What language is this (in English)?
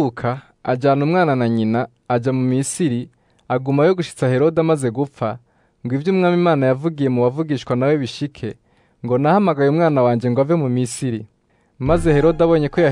Rundi